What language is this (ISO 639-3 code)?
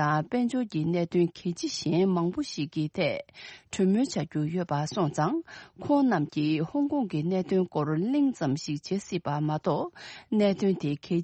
bod